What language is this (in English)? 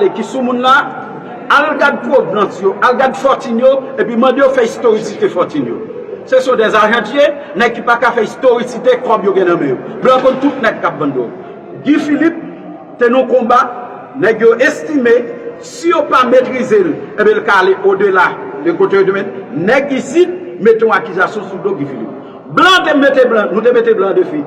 Haitian Creole